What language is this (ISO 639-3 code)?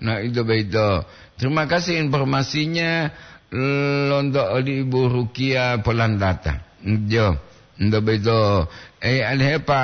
gor